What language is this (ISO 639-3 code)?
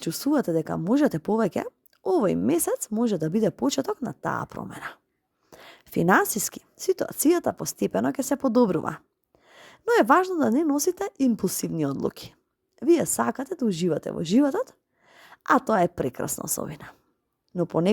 mkd